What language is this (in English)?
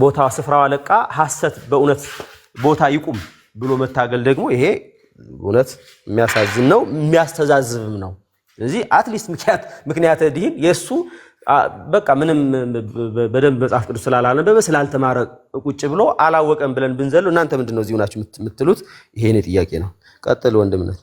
Amharic